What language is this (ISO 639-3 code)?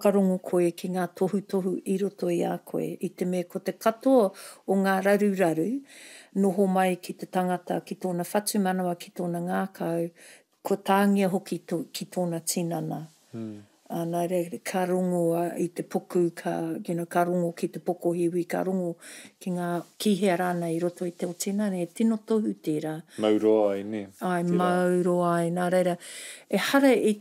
mri